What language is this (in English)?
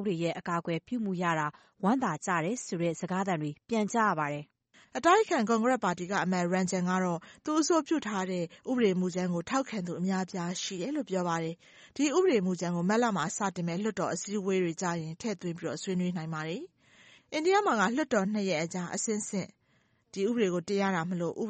Burmese